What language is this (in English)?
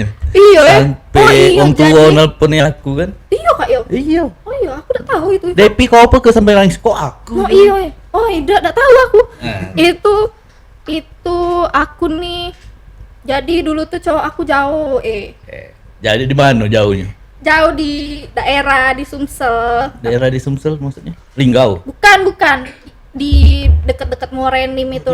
Musi